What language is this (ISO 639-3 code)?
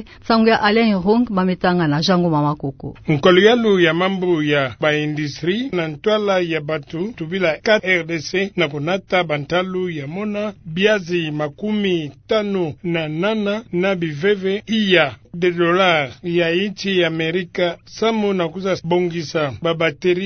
ktu